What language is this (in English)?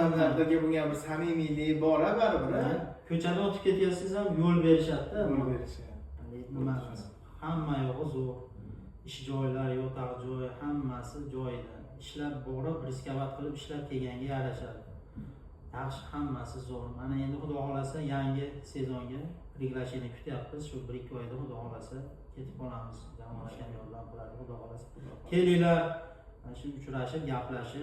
Uzbek